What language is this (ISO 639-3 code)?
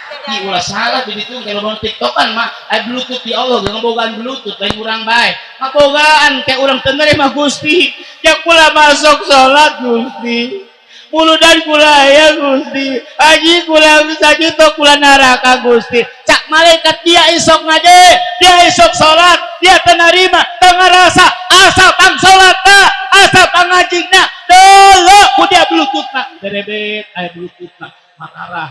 sun